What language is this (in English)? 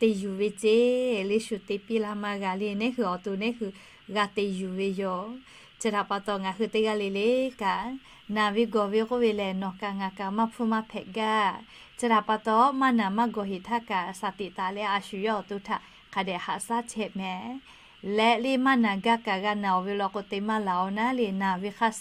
Lahu